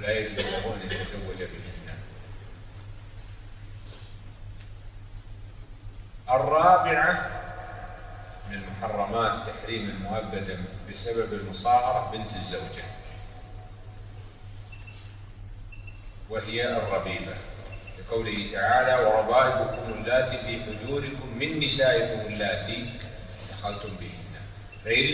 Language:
Arabic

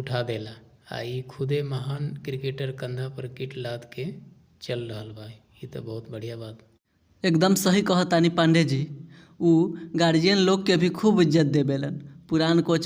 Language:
Bhojpuri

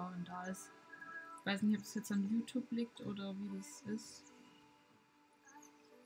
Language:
German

